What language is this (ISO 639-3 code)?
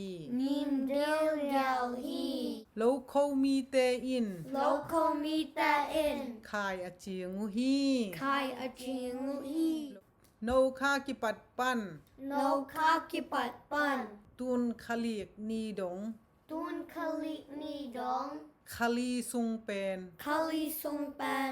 ctd